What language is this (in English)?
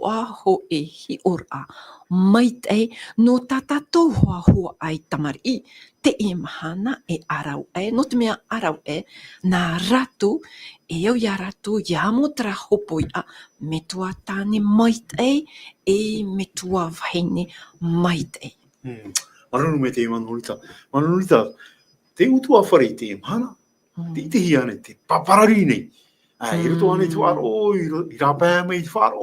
Tahitian